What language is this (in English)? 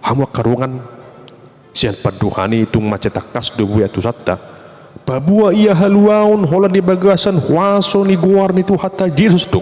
Batak Toba